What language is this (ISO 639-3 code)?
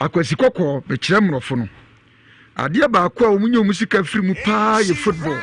aka